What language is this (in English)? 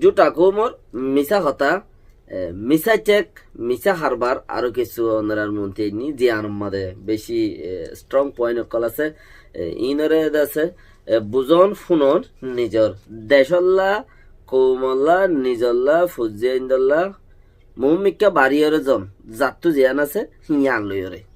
Rohingya